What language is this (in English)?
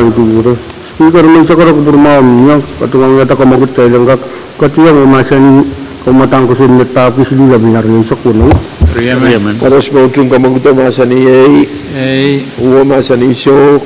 Pohnpeian